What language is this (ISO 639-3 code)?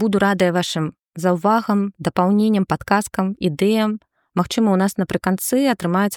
bel